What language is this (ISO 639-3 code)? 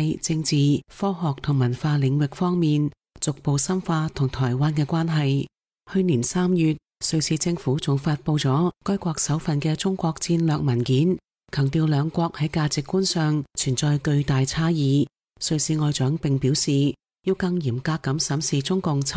yue